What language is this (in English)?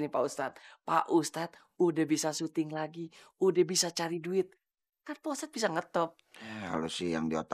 Betawi